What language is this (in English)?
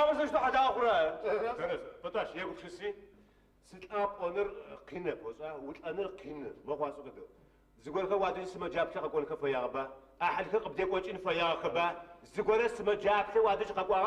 Adyghe